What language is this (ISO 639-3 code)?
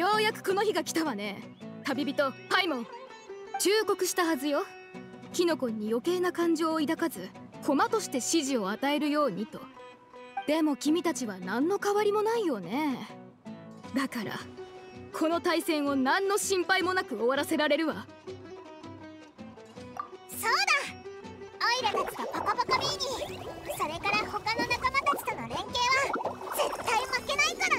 jpn